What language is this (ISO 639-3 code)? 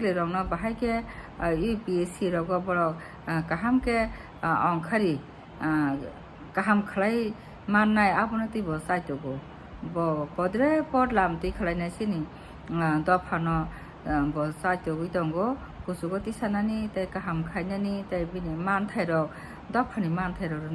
trp